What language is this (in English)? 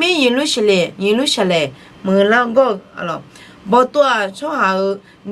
Akha